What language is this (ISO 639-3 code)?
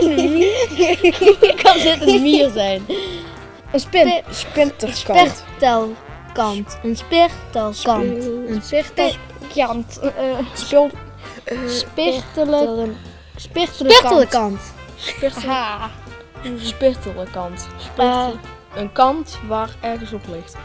lim